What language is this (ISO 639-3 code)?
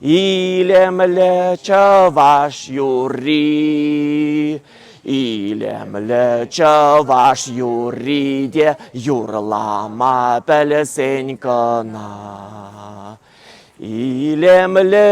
chv